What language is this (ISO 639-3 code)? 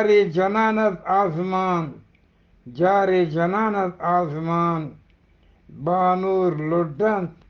bgp